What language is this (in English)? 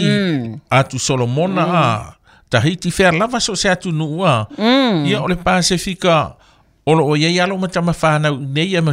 Samoan